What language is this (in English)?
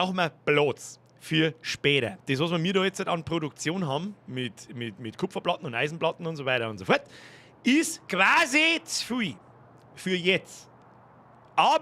Bavarian